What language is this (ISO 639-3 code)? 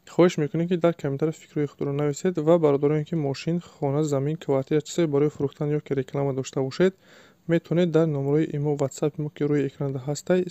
tgk